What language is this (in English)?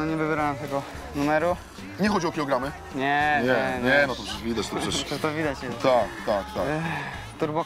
Polish